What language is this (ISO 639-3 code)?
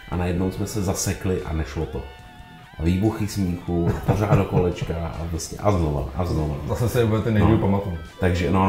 ces